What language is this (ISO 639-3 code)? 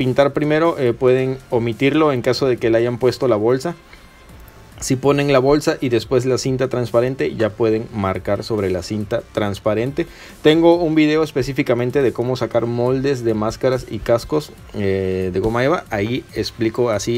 spa